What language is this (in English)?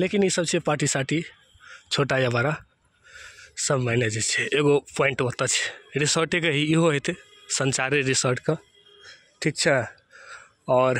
Maithili